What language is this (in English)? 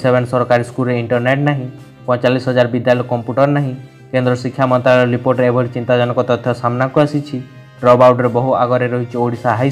Odia